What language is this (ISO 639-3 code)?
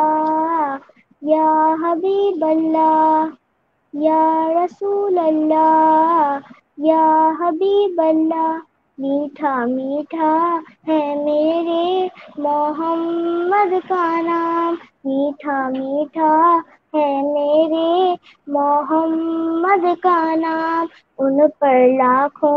urd